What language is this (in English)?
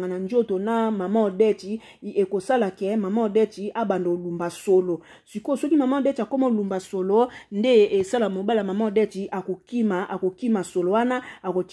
Lingala